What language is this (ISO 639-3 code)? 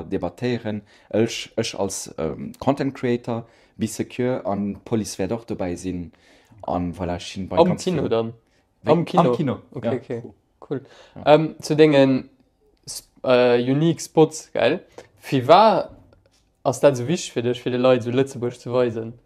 ltz